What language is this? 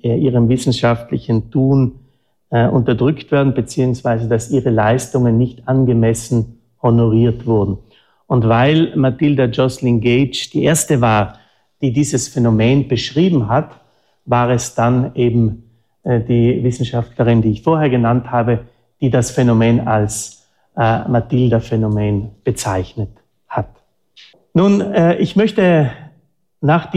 German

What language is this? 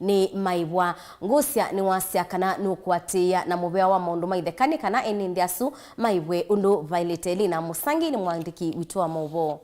Kamba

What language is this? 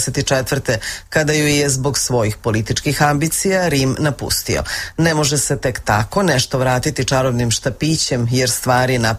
Serbian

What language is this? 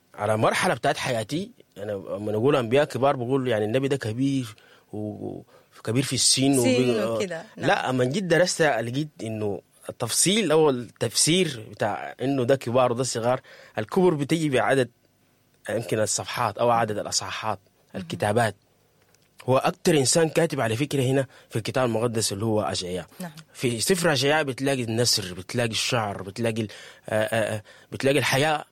Sudanese Arabic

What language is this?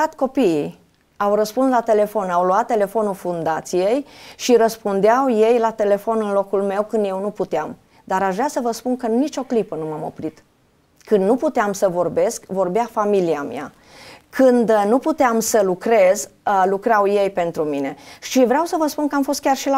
Romanian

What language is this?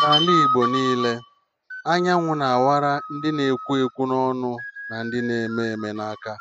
Igbo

